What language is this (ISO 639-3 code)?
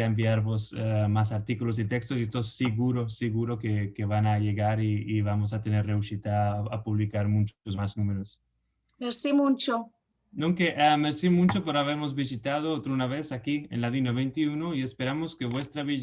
lad